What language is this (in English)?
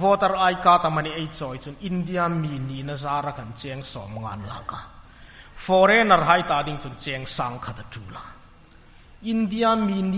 Hmar